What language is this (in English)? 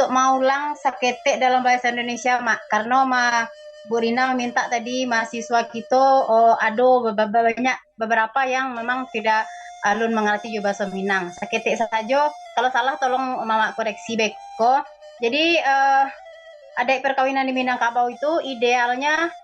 Minangkabau